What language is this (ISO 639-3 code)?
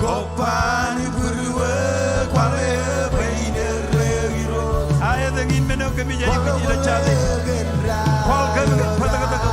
mah